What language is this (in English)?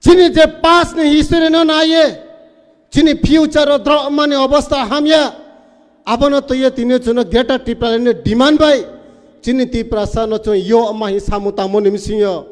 Riang (India)